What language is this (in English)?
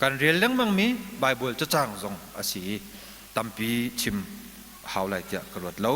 Hakha Chin